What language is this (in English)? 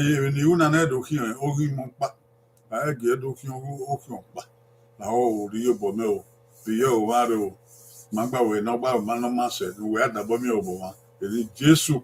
Bini